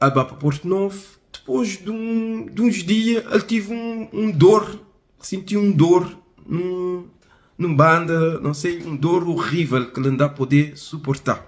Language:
Kabuverdianu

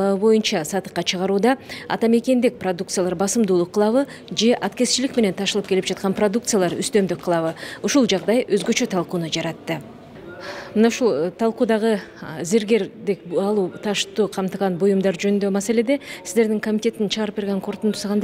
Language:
Kyrgyz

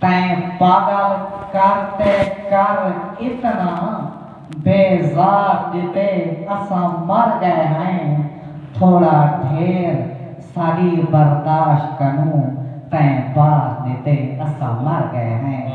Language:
Saraiki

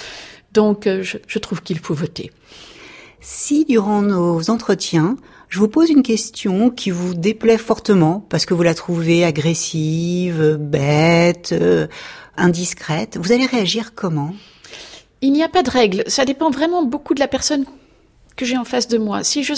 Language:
French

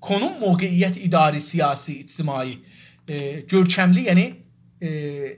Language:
South Azerbaijani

